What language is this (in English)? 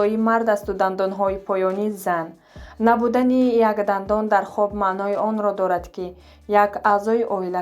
Tajik